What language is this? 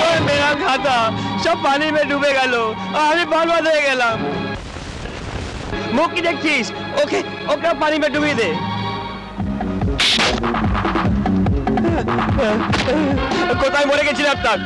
Bangla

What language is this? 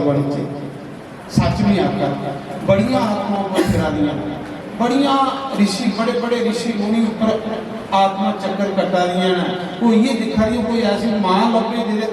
Dogri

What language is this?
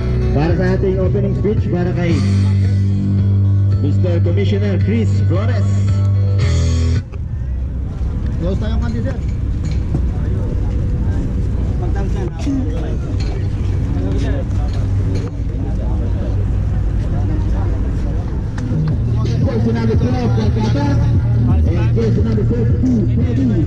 Filipino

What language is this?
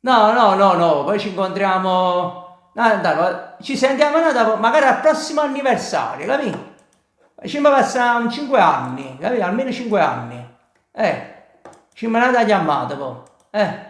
Neapolitan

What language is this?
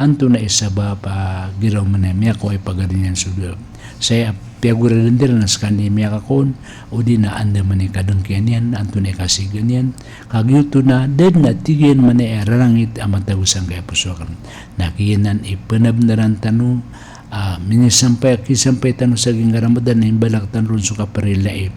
Maranao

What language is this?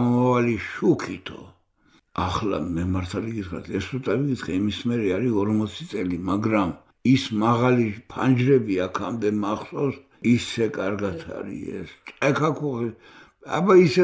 Georgian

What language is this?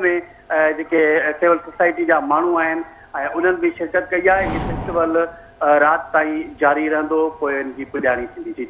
Sindhi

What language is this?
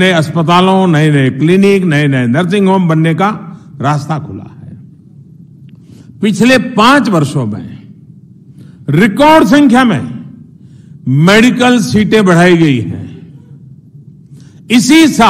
Hindi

